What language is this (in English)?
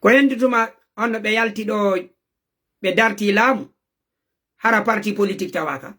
Fula